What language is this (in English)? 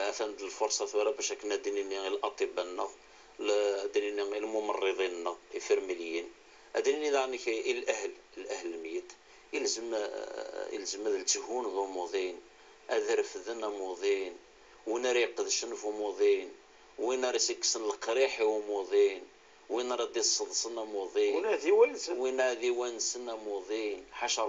Kabyle